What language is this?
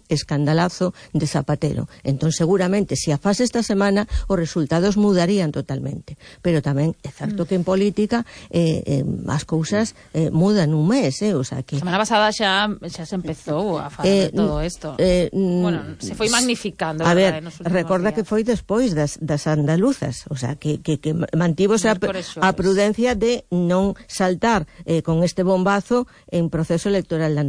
Galician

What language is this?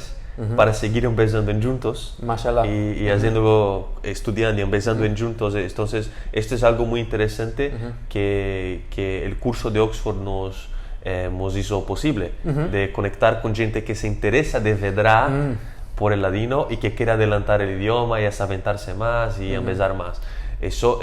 Ladino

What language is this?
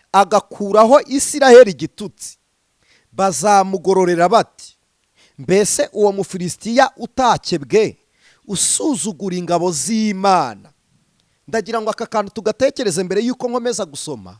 Kinyarwanda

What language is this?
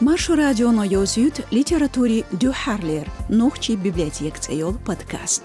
Chechen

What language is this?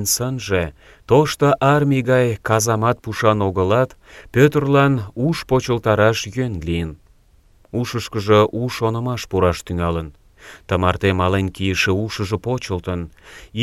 Mari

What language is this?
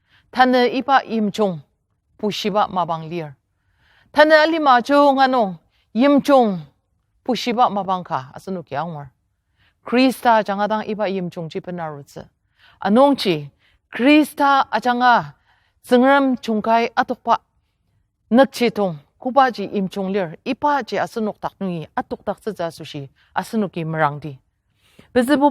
Ao Naga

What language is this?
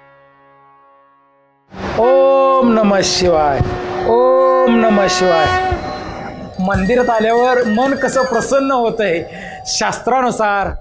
Marathi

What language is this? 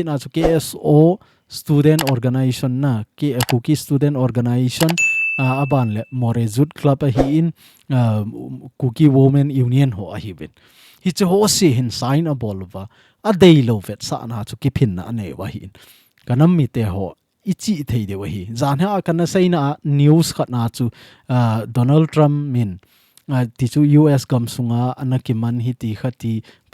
Thado Chin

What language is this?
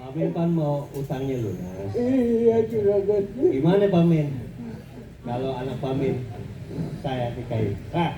Betawi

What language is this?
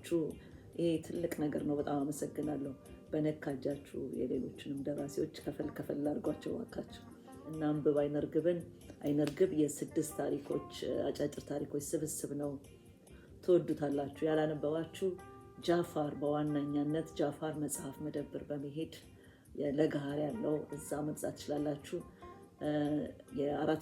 Amharic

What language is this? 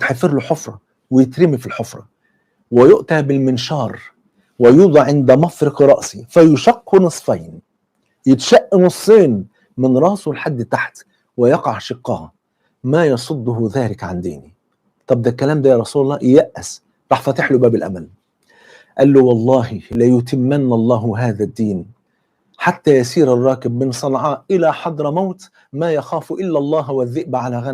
Egyptian Arabic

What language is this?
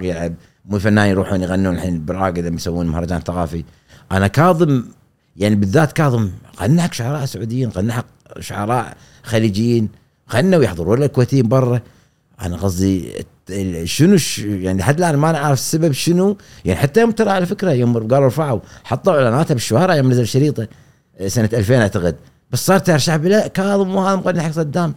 Gulf Arabic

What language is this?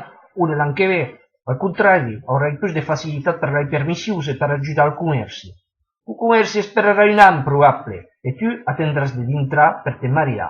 Occitan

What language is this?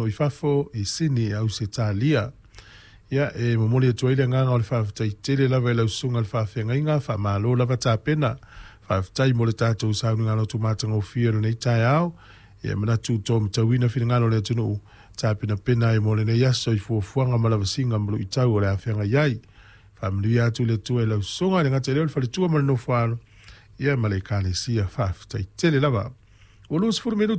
Samoan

